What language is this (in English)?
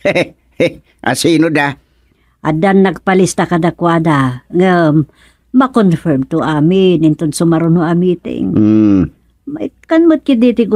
Iloko